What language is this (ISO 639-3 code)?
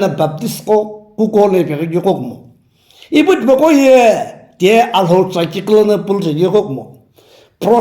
nsm